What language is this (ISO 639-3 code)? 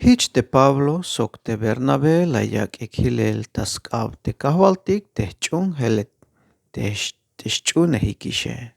tzh